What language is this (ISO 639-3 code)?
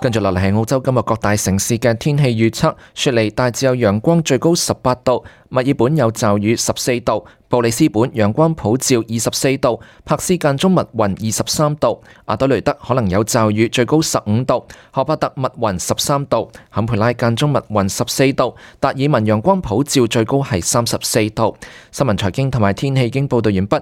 yue